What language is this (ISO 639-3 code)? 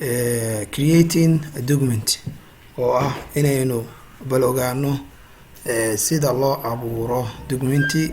som